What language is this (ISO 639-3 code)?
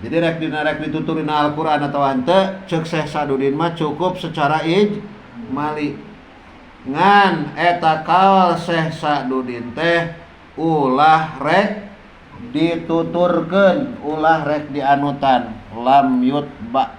sun